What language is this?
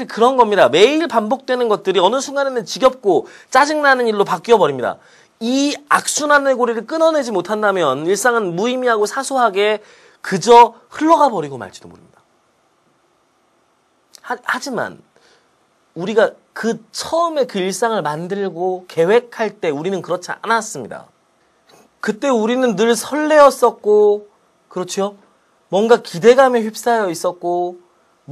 Korean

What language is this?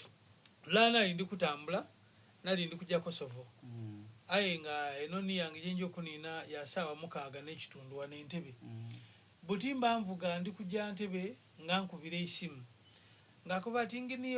Soga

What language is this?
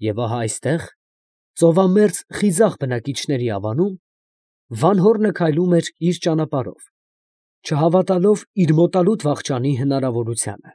Armenian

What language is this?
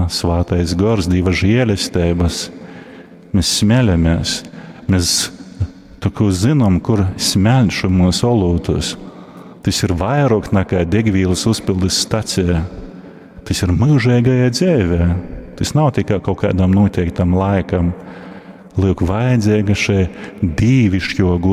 Latgalian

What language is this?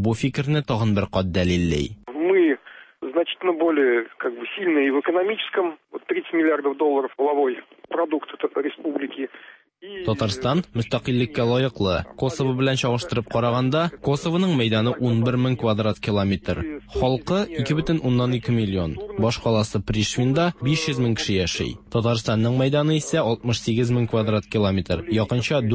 Tatar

